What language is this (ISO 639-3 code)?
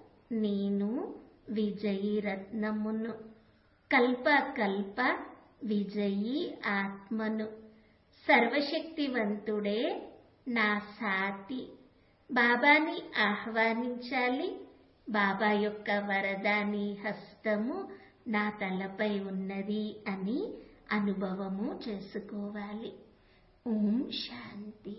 tel